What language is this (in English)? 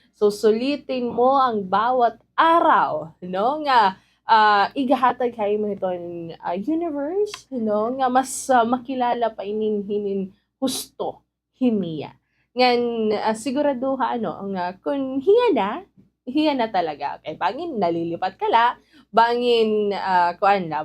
Waray